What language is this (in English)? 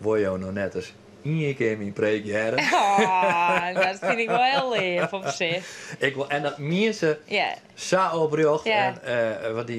Western Frisian